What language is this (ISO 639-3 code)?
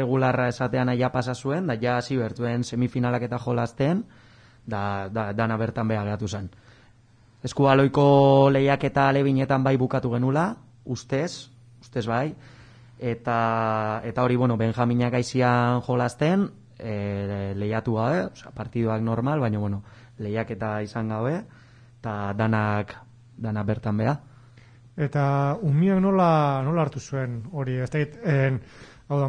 eus